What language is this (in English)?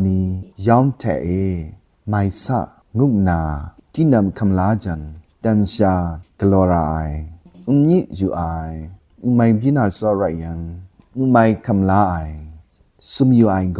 Kachin